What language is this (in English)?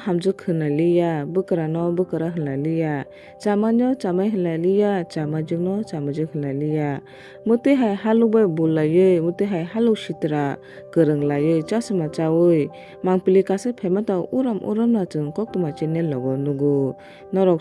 Kok Borok